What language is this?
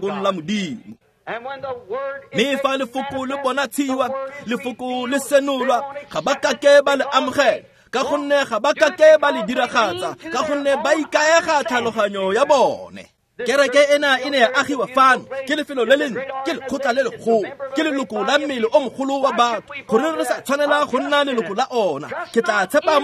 Tswana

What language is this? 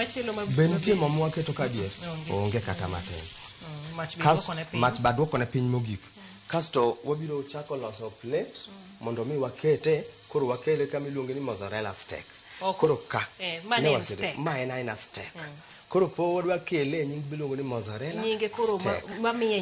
Luo (Kenya and Tanzania)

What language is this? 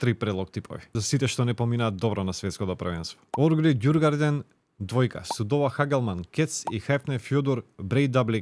Macedonian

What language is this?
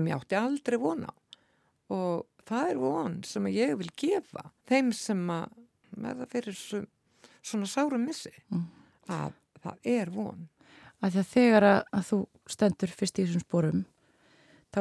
Icelandic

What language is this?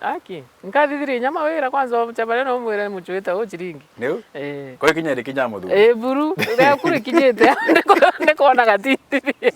Meru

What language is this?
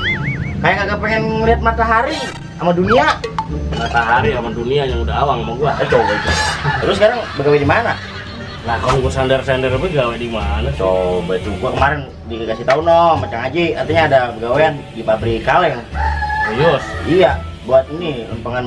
Betawi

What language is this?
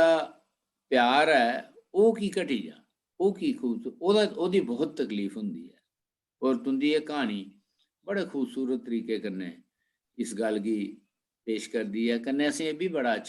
Dogri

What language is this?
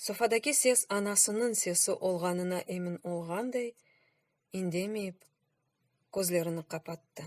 Crimean Tatar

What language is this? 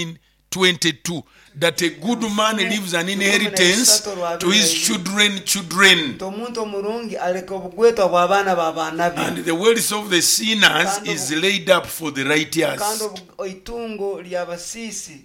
Nyoro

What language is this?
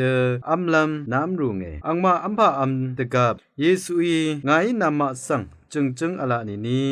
Rawang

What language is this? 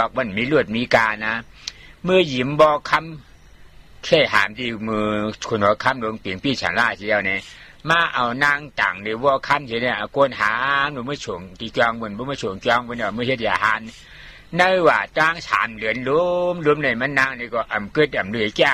Shan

